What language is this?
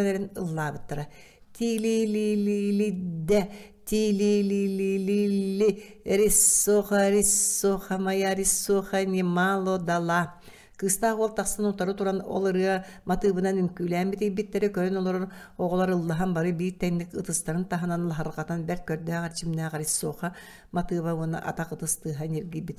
Yakut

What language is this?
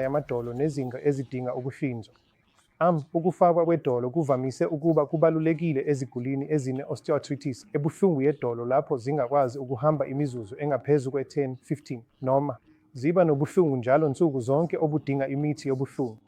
Zulu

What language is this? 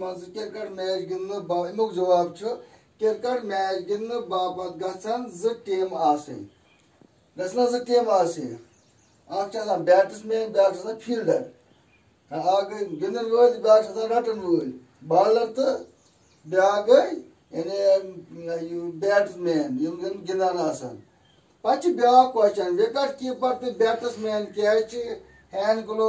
Kashmiri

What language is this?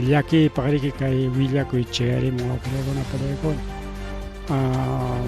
Ayacucho Quechua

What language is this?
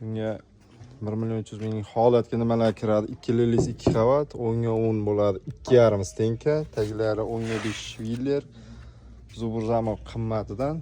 Uzbek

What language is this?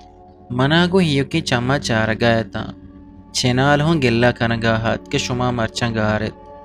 Eastern Balochi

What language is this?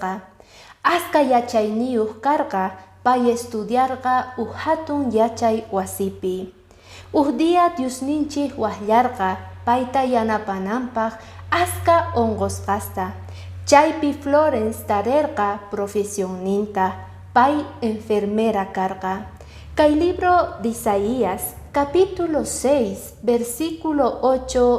Quechua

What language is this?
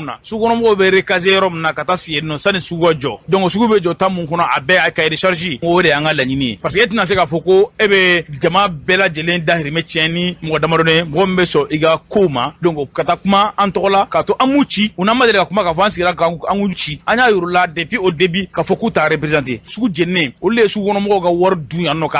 Bambara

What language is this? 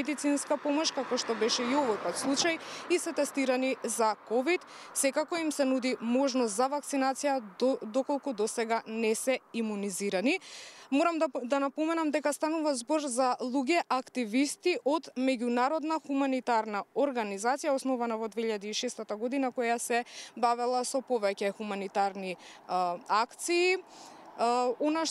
Macedonian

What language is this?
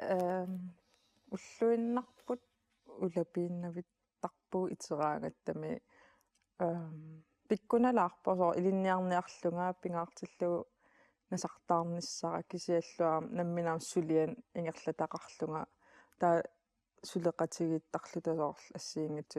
Kalaallisut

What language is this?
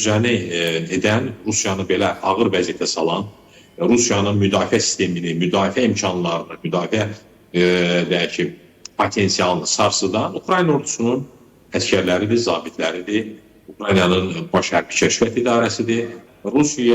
Azerbaijani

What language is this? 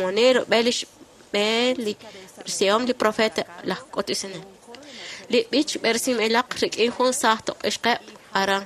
Kekchí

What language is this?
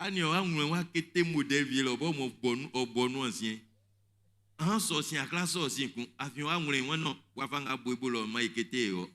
Baoulé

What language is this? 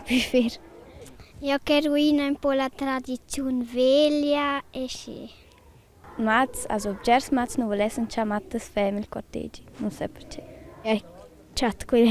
Romansh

